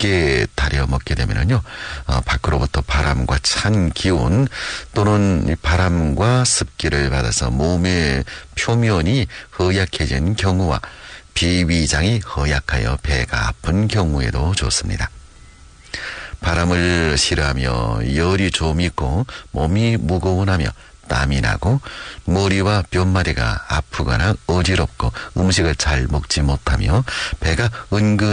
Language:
Korean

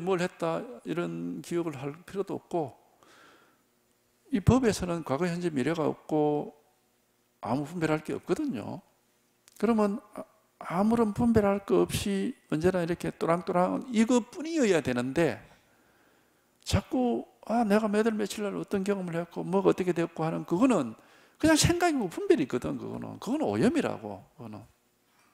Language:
Korean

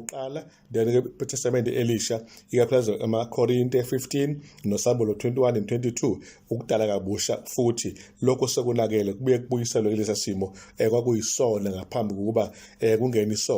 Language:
Zulu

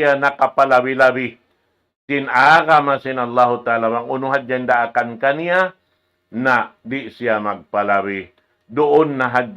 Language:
Tausug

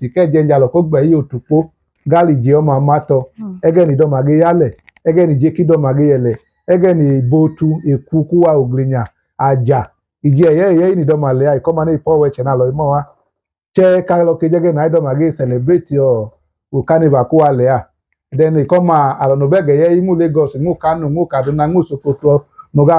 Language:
Idoma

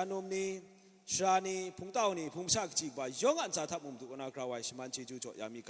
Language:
Kachin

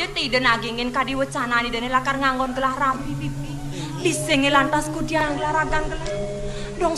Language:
Balinese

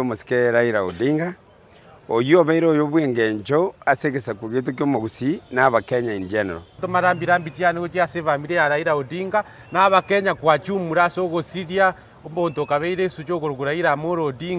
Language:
Gusii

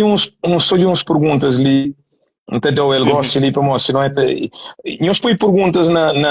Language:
Kabuverdianu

